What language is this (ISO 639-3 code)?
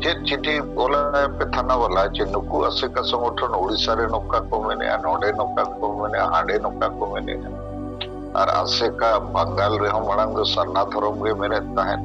sat